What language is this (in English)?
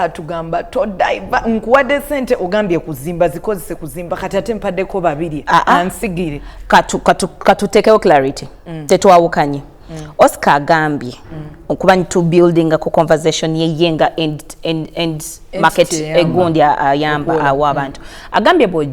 Ganda